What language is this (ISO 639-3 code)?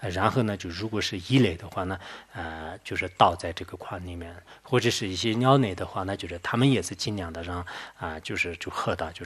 zho